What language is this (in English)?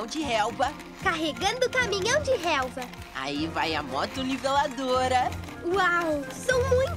Portuguese